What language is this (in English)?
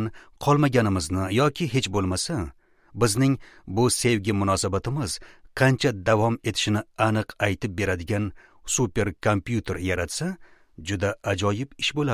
Uzbek